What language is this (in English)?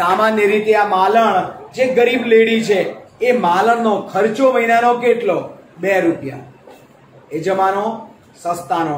Gujarati